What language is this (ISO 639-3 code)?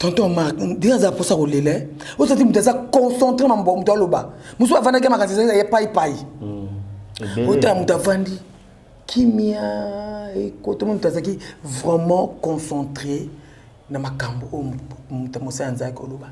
lin